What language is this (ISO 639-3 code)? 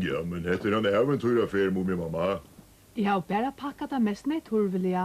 fao